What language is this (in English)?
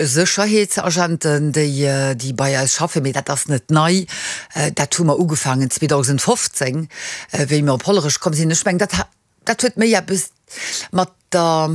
Luxembourgish